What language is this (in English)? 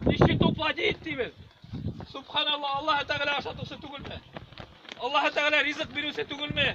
Bashkir